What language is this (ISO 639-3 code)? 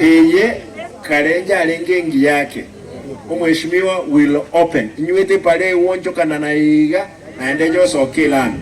guz